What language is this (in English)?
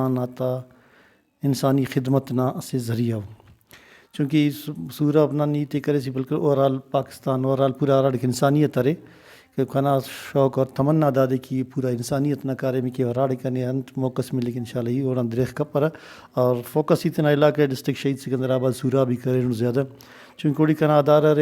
Brahui